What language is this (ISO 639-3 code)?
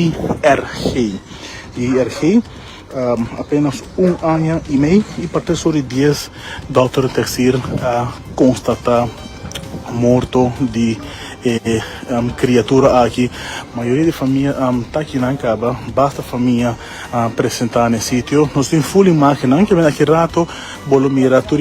pap